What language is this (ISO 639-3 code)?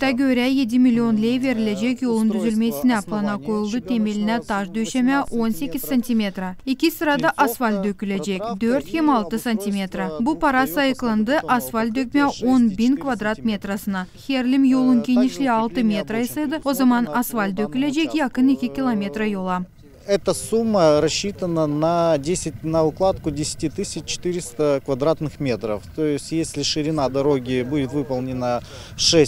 gag